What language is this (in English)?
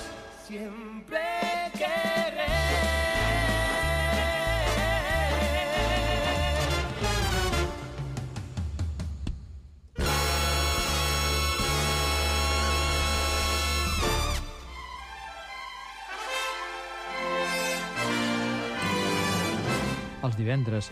Catalan